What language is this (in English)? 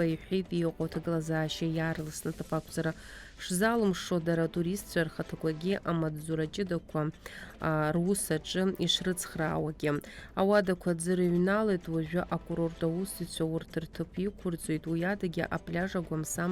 Abkhazian